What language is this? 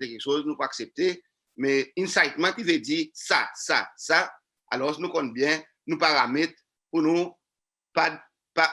Seselwa Creole French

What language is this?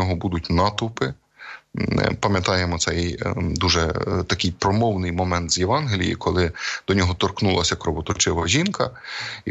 Ukrainian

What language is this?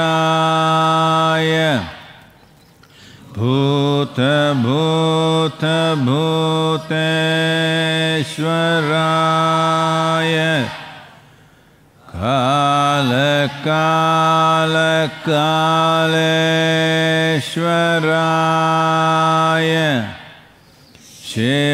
Kannada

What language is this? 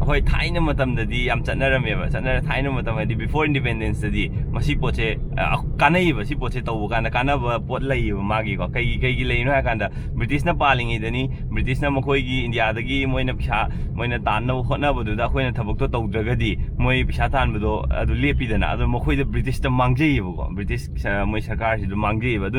Manipuri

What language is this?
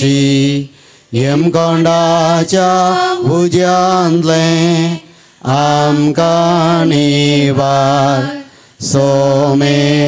Konkani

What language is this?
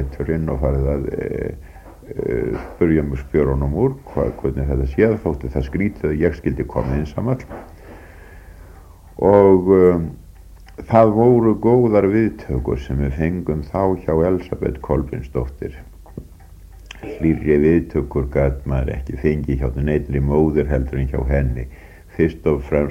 Icelandic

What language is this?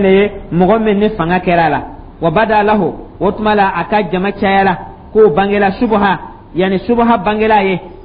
Dyula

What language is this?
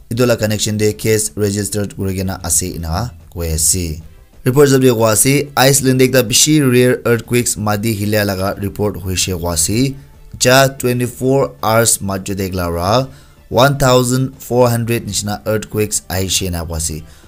Naga Pidgin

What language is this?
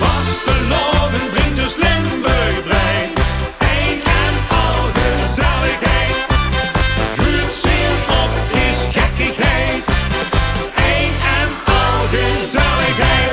Limburgish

